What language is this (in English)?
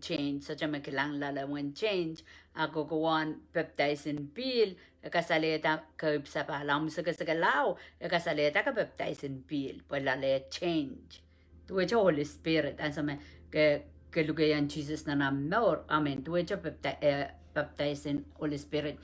Pohnpeian